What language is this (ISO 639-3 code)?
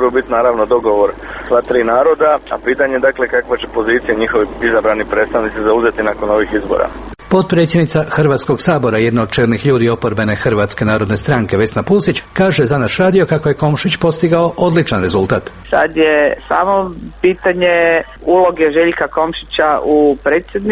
hrv